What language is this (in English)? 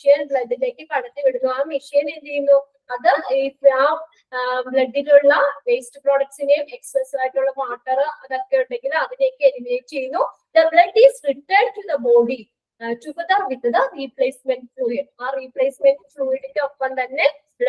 Malayalam